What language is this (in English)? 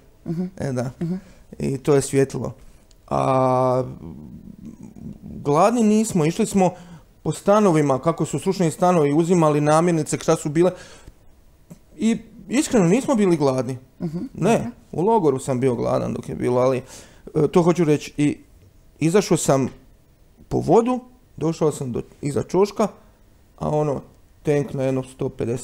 Croatian